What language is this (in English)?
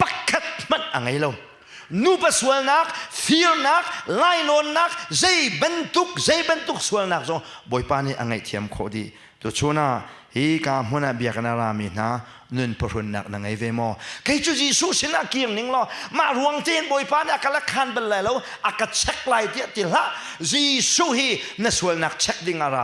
Hakha Chin